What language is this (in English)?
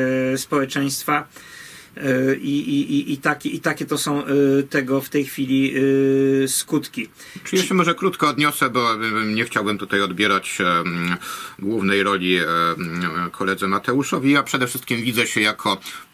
Polish